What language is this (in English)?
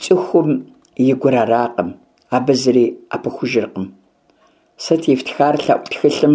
Kabardian